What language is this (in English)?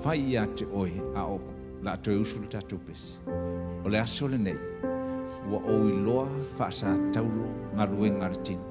Samoan